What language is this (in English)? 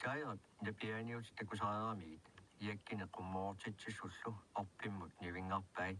Kalaallisut